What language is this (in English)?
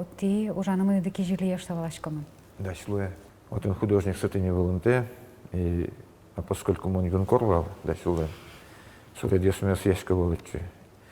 Udmurt